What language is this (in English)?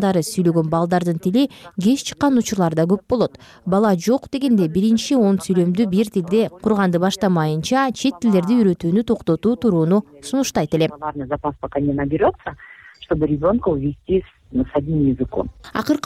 Kyrgyz